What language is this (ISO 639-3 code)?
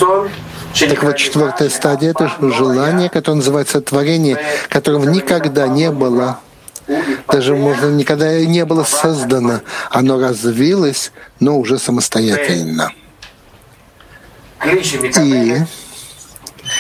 rus